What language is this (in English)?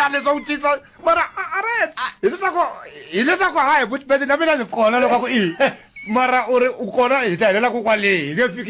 Tsonga